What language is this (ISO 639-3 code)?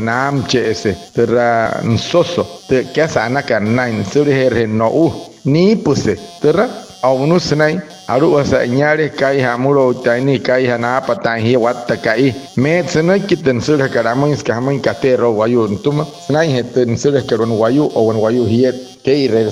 guc